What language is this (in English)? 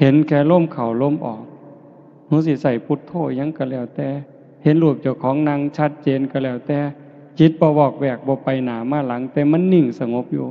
Northeastern Thai